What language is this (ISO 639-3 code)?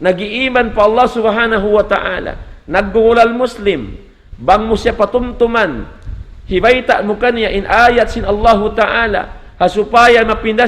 tsg